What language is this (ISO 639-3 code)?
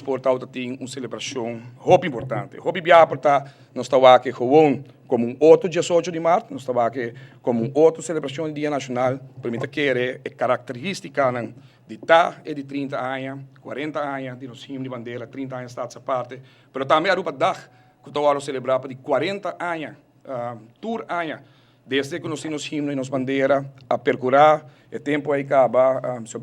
pap